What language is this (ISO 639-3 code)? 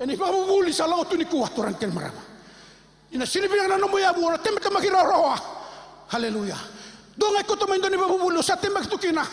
fij